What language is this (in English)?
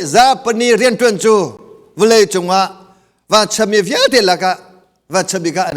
Hakha Chin